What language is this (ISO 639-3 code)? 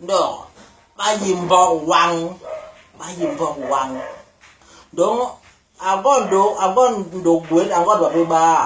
bas